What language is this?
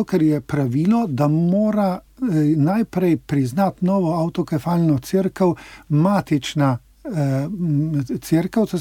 Slovenian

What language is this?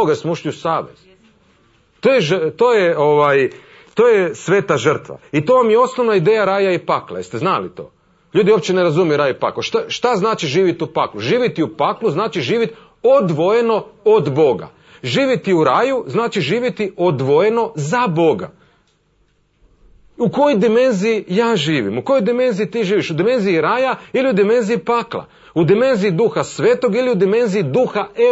Croatian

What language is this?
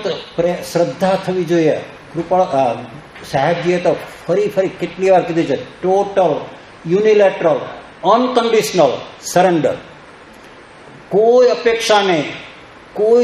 Gujarati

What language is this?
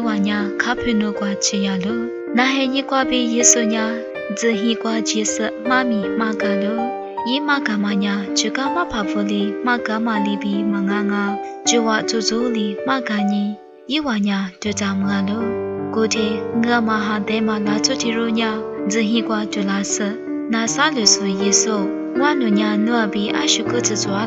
Lisu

